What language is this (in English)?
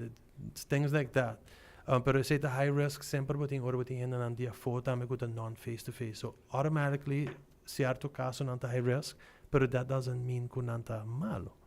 Papiamento